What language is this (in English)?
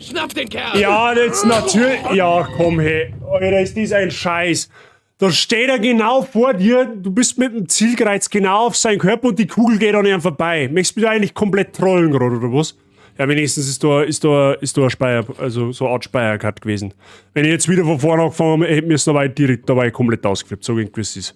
Bavarian